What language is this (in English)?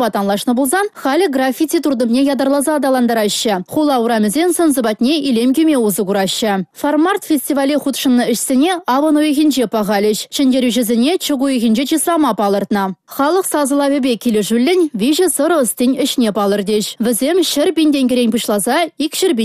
Chuvash